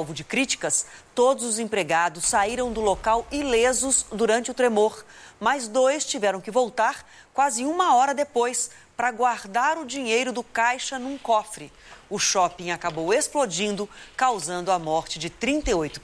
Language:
Portuguese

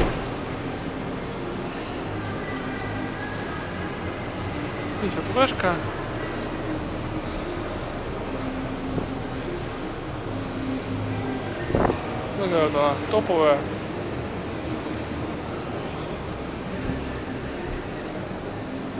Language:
Russian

